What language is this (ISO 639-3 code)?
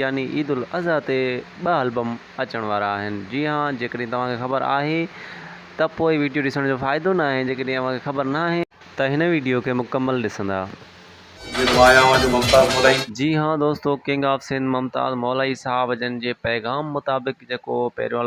snd